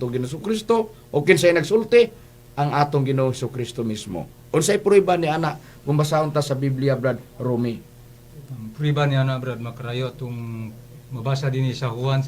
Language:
Cebuano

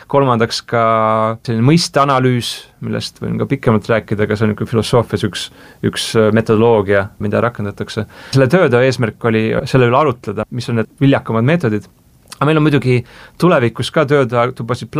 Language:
Estonian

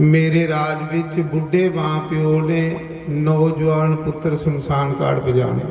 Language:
Dogri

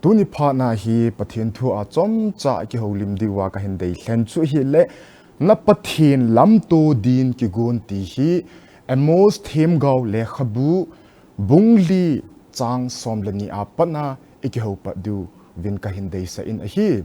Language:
Thado Chin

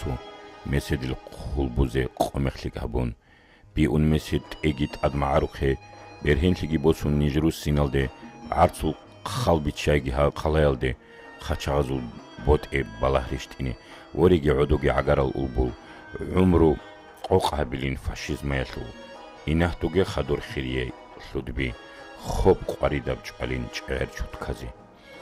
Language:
Avaric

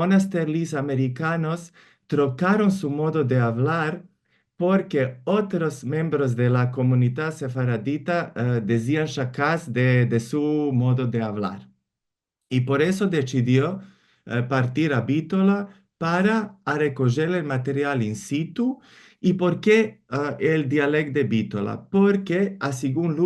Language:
Ladino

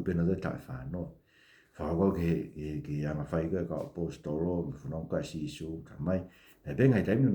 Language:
Tongan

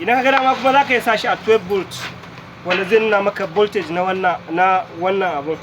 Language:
Hausa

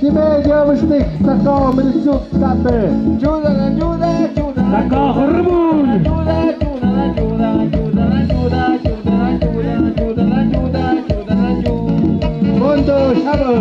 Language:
Tlahuitoltepec Mixe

